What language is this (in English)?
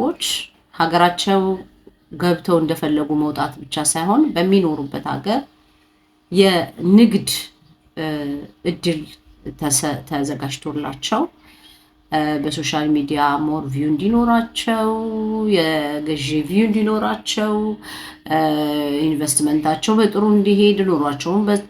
Amharic